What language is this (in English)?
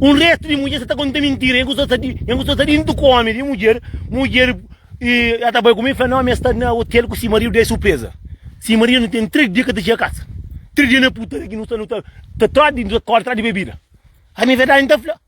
Kabuverdianu